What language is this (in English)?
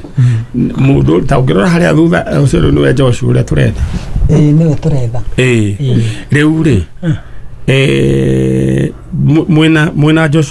Kikuyu